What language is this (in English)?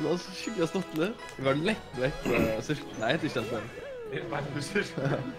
Faroese